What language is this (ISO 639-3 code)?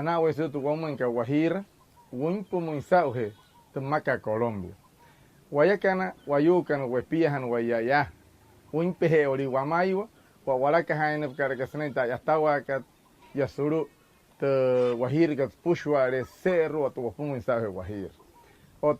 guc